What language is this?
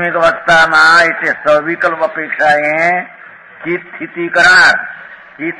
Gujarati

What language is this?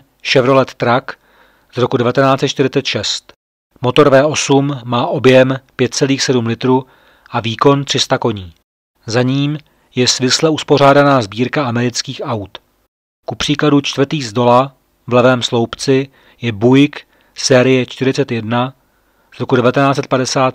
Czech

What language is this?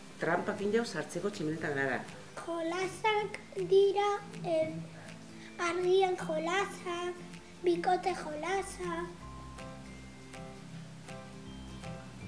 Basque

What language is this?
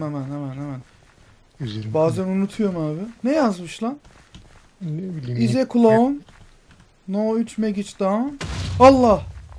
Turkish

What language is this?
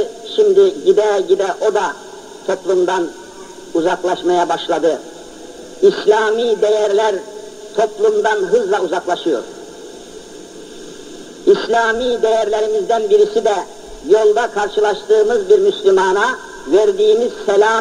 Turkish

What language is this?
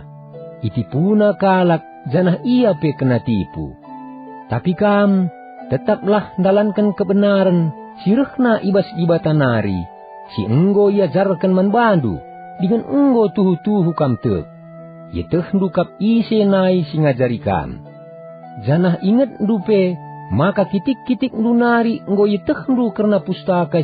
Batak Karo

